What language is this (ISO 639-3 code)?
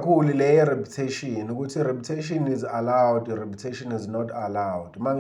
zul